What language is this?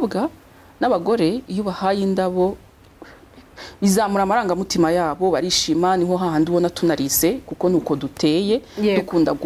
Kinyarwanda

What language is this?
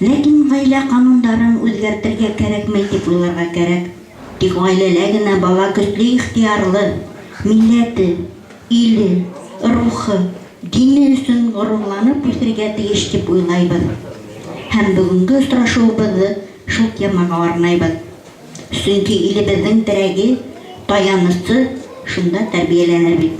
Bashkir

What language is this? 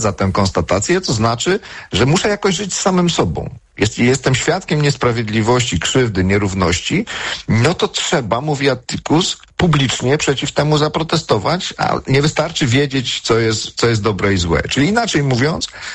Polish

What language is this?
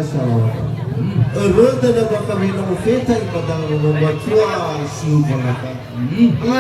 Nias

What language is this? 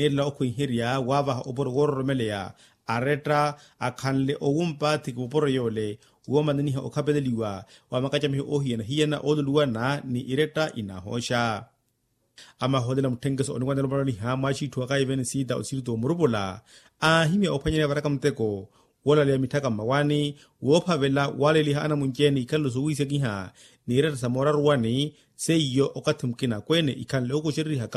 Makhuwa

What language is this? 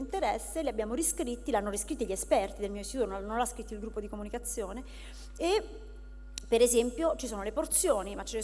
Italian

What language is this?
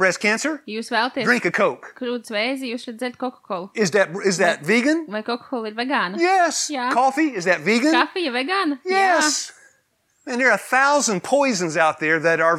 Latvian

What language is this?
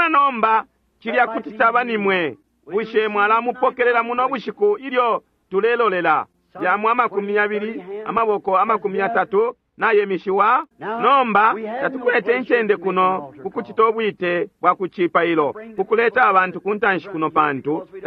Bemba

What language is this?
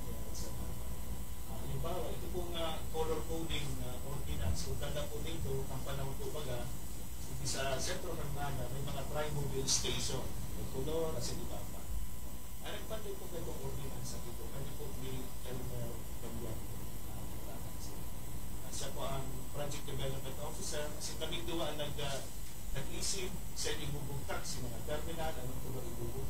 Bikol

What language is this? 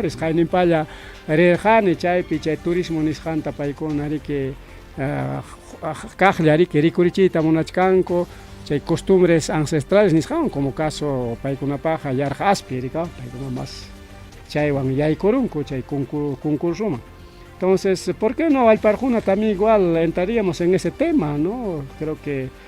Ayacucho Quechua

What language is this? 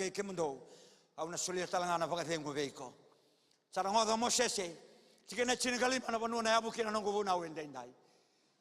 Fijian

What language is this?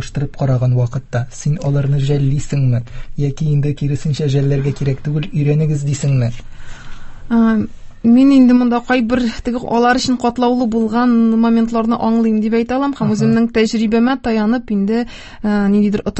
Tatar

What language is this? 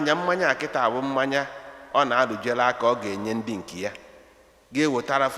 Igbo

